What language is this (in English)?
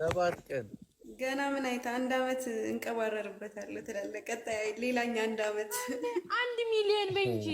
Amharic